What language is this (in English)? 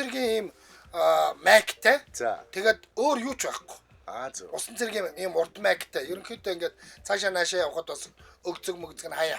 Mongolian